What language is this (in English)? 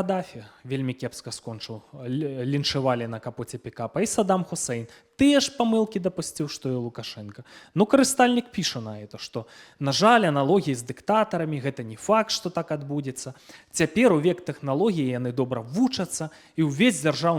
Belarusian